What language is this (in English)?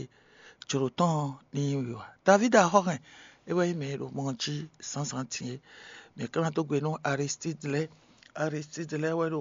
Fon